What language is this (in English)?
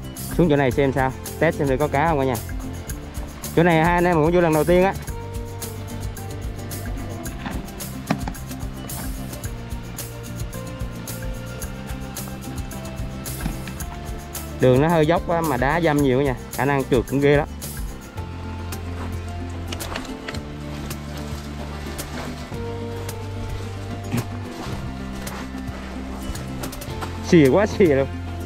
Vietnamese